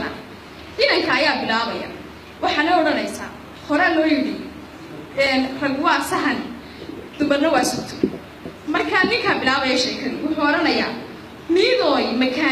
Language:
Somali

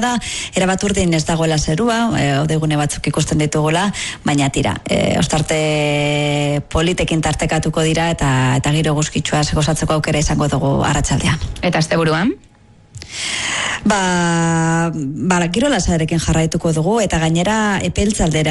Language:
Basque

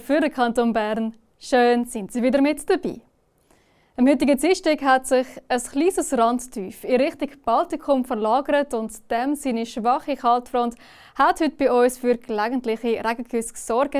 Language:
Swiss German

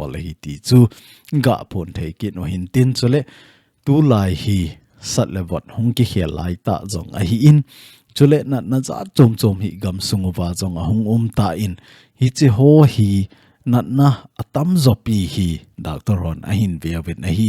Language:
Thado Chin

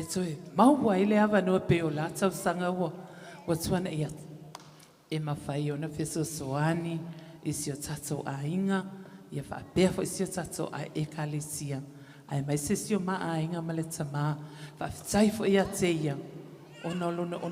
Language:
Samoan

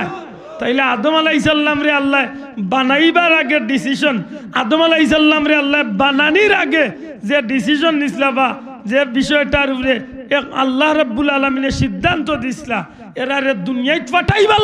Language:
Sylheti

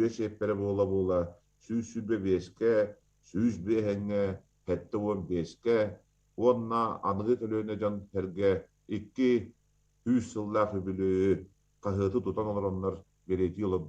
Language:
Yakut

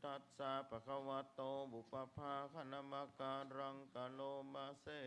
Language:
Pali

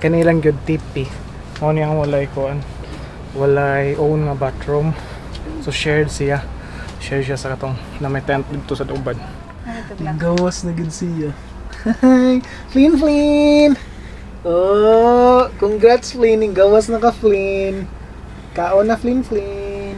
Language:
Cebuano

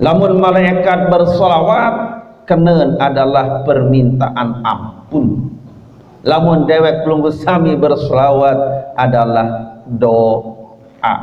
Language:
Sasak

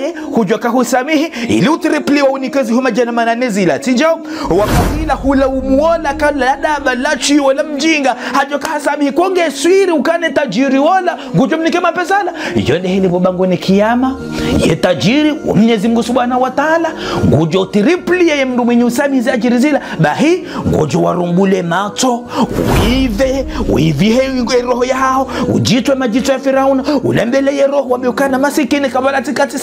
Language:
Ngazidja Comorian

